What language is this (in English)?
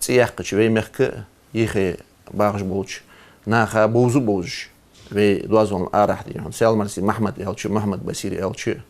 Ingush